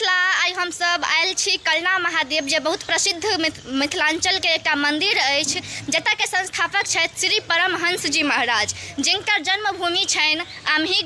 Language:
Maithili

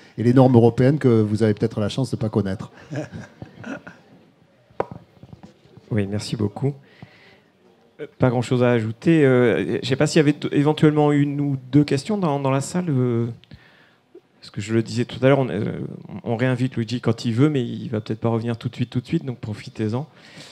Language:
French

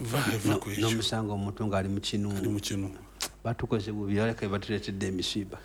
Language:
Ganda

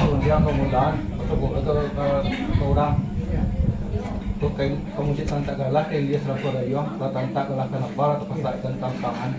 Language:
Minangkabau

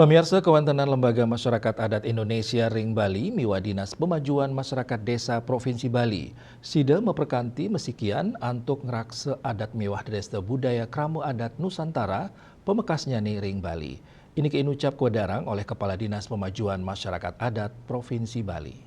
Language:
Balinese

